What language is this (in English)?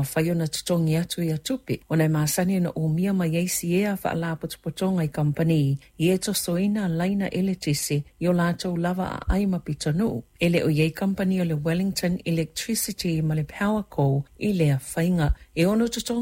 Samoan